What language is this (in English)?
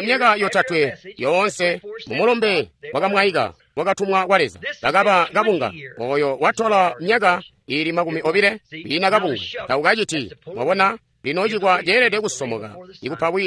Tonga (Zambia)